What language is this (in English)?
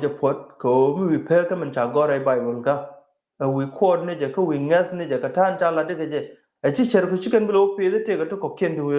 Nuer